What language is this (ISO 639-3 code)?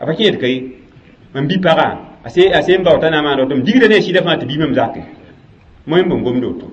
mos